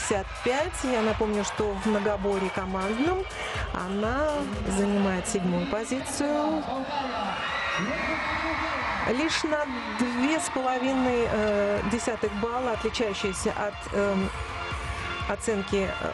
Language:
Russian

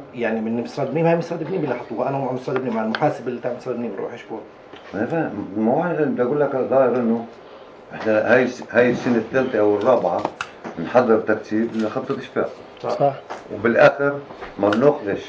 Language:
North Levantine Arabic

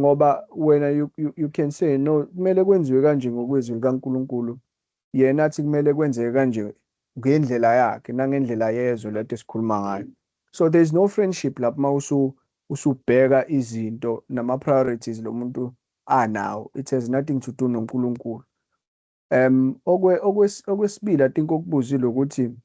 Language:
Zulu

